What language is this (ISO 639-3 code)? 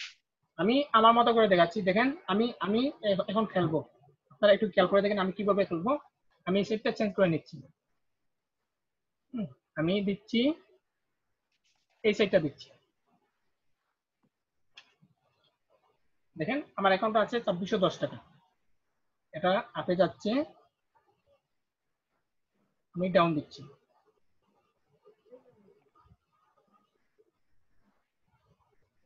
ben